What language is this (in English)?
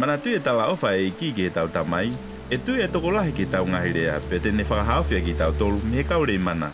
Tongan